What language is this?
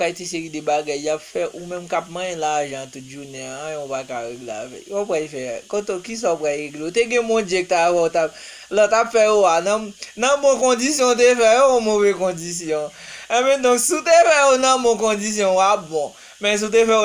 Haitian Creole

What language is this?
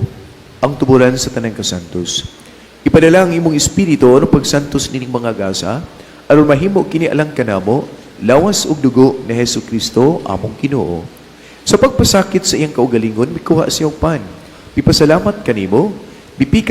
Cebuano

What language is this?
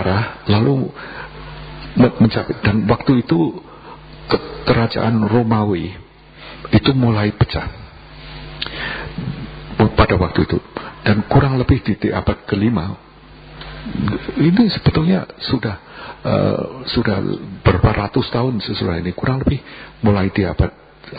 Indonesian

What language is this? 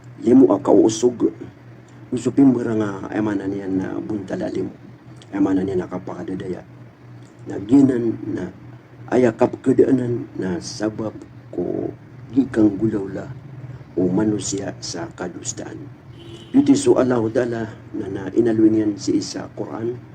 Maranao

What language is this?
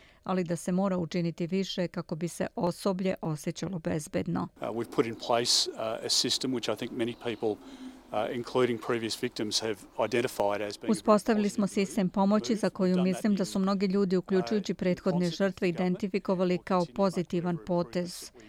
Serbian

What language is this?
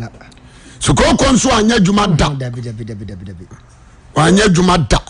Akan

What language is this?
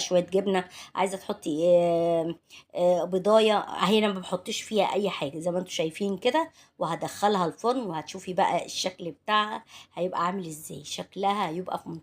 Egyptian Arabic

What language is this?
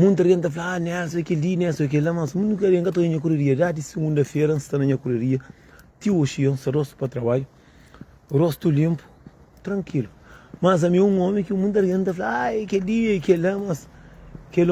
Kabuverdianu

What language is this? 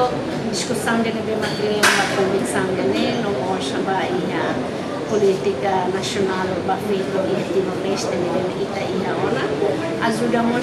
Tetum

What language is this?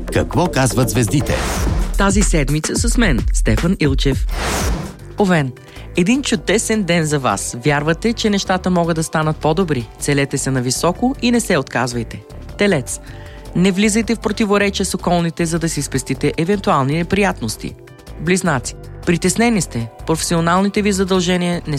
Bulgarian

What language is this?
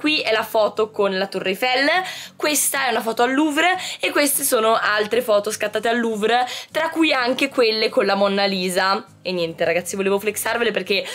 Italian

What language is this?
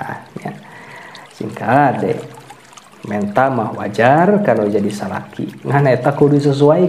Sundanese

